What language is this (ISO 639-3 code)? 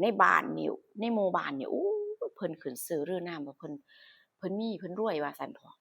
tts